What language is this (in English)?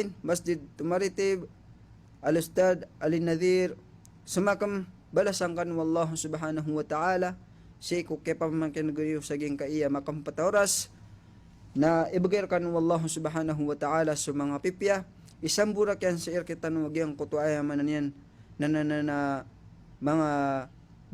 Maranao